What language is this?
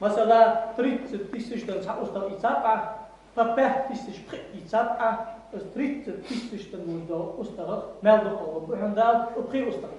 Ingush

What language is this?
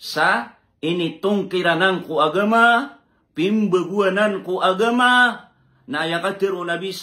Maranao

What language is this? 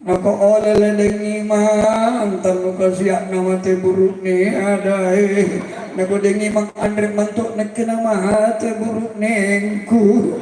Makasar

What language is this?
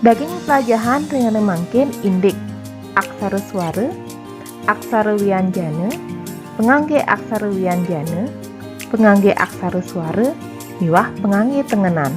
Balinese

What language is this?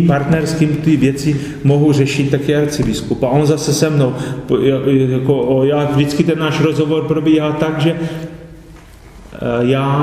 Czech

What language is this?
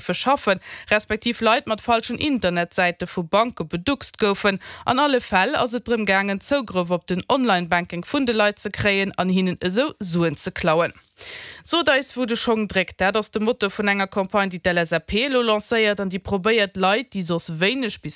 Luxembourgish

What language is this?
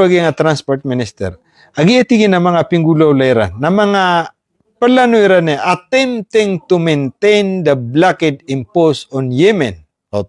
Maranao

